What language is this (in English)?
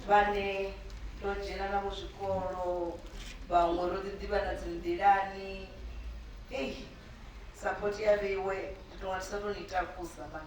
Venda